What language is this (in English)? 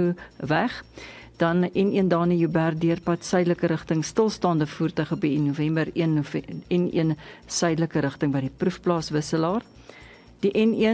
Afrikaans